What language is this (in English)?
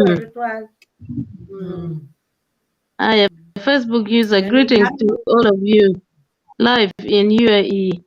Acoli